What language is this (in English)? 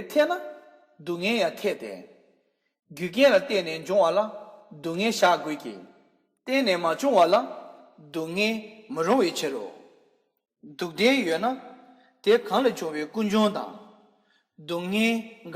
Tibetan